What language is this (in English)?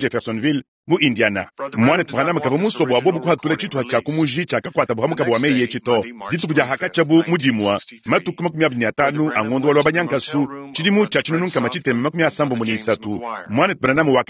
Luba-Lulua